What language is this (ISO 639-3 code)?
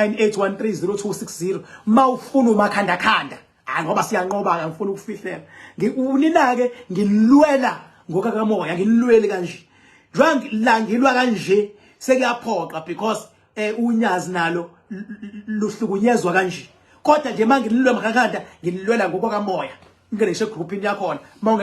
zul